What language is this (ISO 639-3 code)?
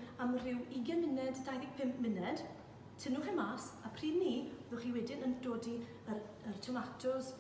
cym